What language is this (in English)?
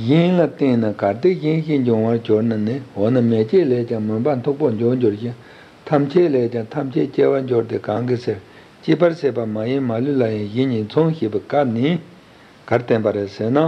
Tibetan